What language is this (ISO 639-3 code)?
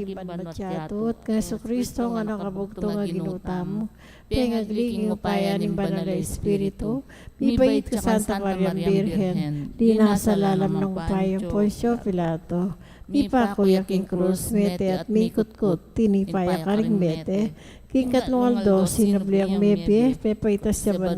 pam